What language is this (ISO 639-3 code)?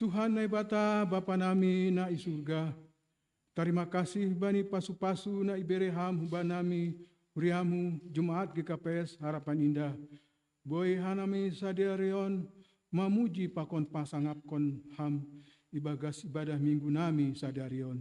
bts